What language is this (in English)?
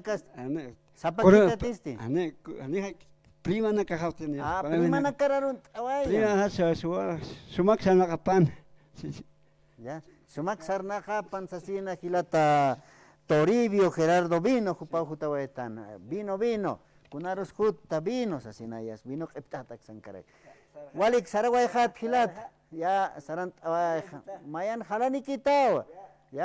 Aymara